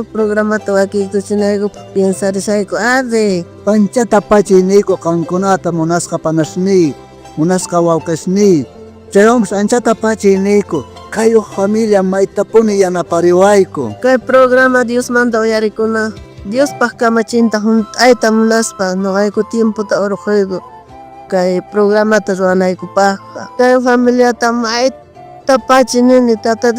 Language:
South Bolivian Quechua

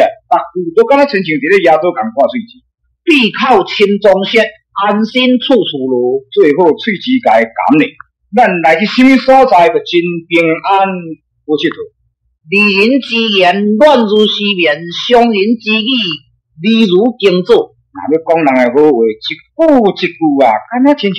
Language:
Min Nan Chinese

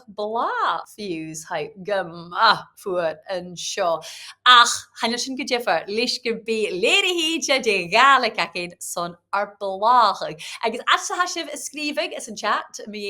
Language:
Scottish Gaelic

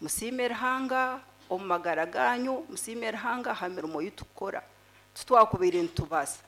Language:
Nyankole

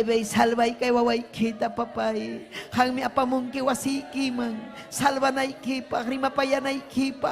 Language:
Ayacucho Quechua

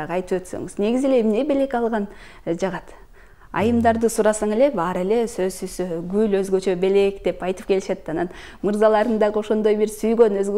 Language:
Kyrgyz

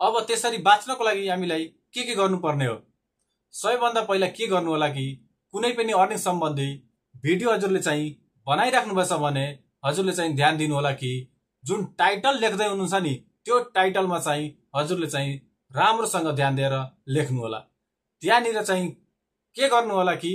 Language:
Nepali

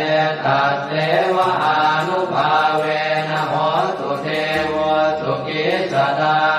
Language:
Pali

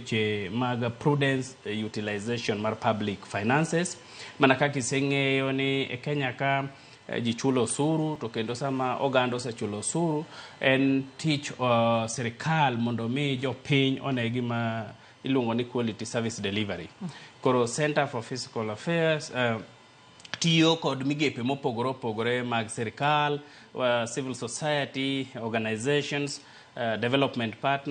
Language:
Luo (Kenya and Tanzania)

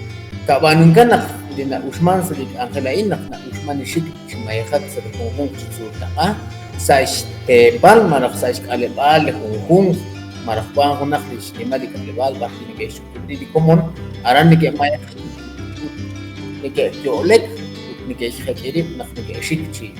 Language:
Kekchí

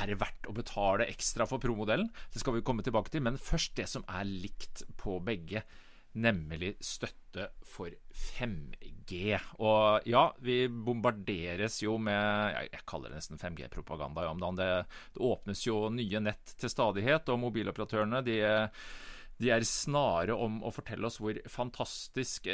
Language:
Norwegian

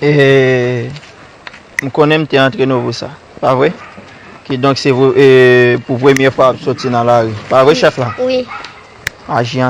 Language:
Haitian Creole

